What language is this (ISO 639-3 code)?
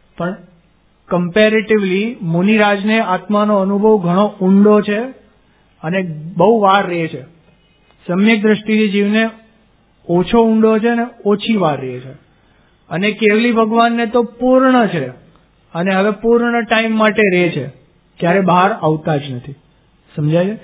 guj